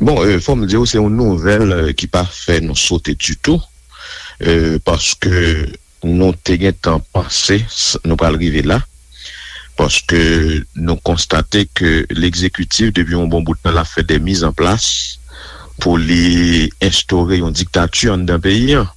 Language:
Haitian Creole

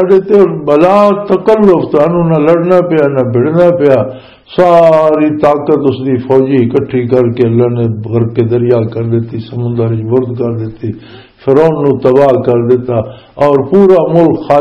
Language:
Western Panjabi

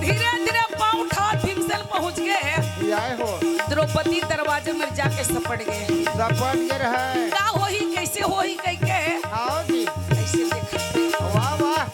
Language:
Chhattisgarhi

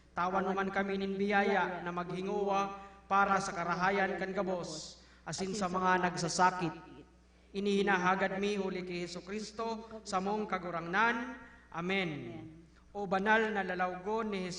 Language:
Bikol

